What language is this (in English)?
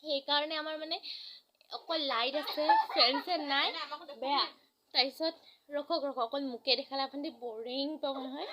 Assamese